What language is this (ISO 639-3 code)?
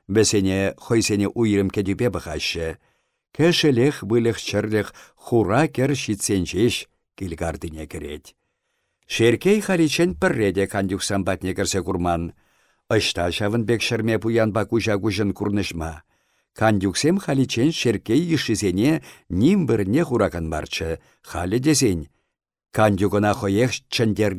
chv